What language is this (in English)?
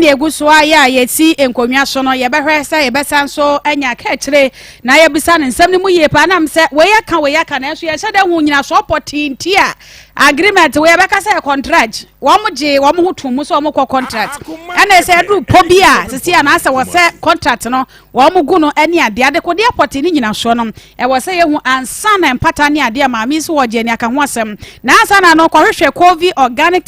Akan